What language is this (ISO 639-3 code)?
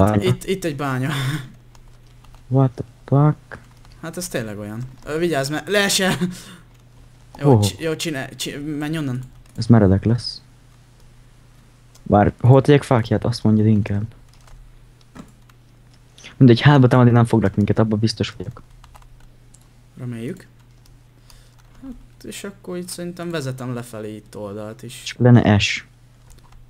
hun